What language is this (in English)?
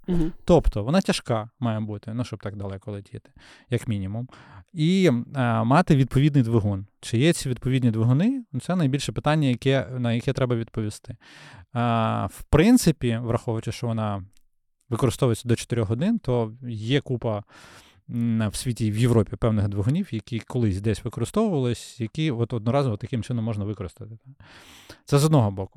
Ukrainian